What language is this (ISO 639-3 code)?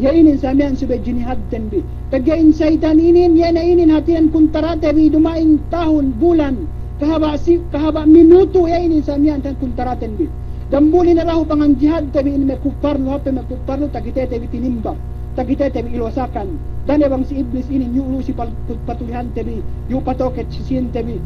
yka